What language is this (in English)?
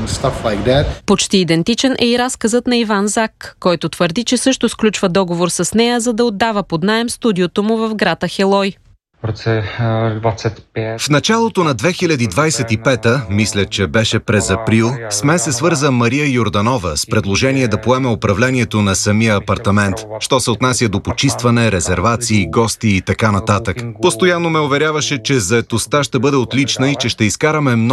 Bulgarian